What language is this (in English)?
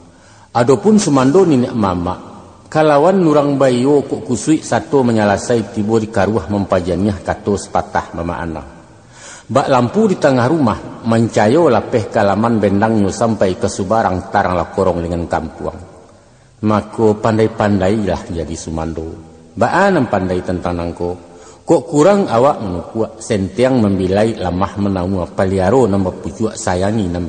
Minangkabau